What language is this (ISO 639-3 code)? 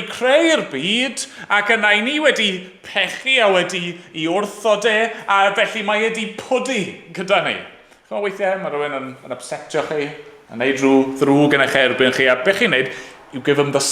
cym